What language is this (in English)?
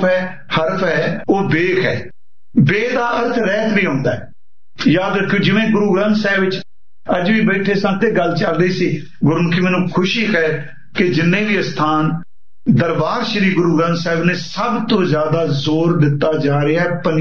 Punjabi